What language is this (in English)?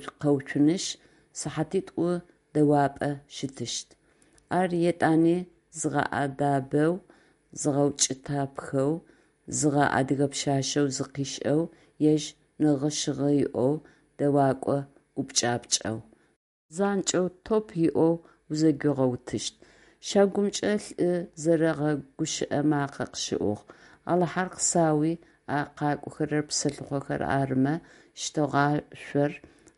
Adyghe